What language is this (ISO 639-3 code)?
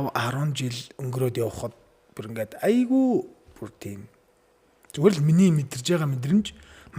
mon